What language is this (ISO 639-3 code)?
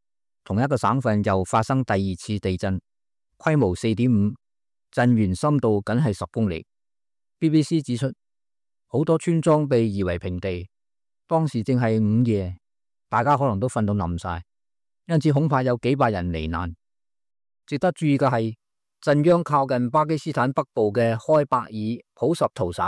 yue